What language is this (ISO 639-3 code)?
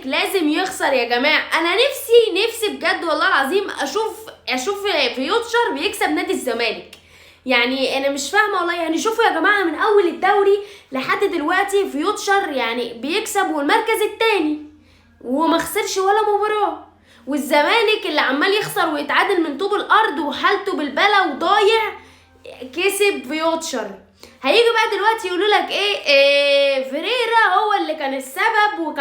arz